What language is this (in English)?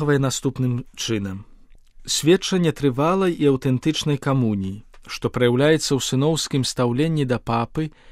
Belarusian